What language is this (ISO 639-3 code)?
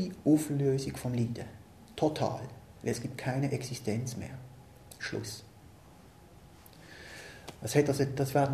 deu